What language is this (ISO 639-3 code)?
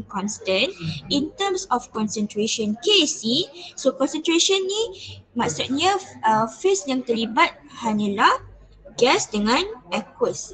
msa